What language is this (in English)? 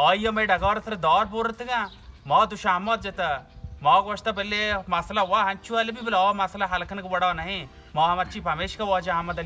Baluchi